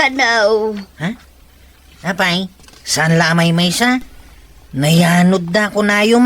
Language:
Iloko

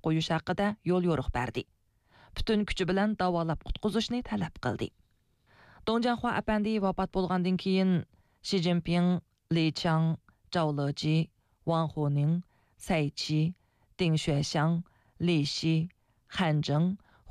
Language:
Uyghur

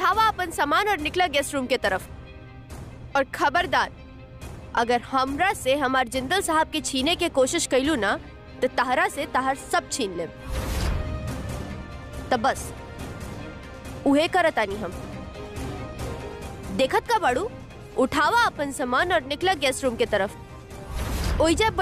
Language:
Bhojpuri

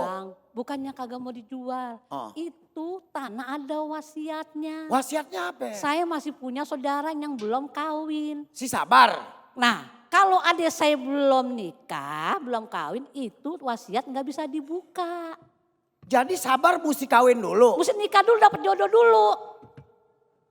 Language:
Betawi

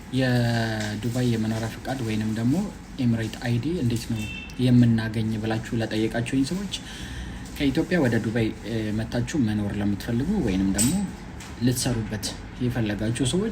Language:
Amharic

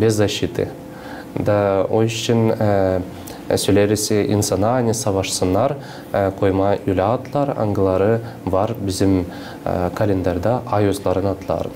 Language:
Gagauz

